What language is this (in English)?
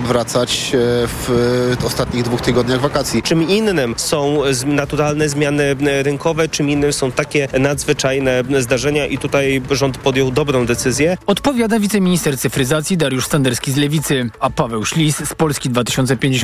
Polish